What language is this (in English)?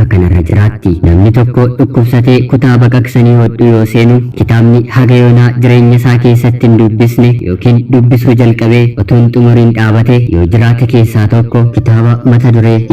Oromo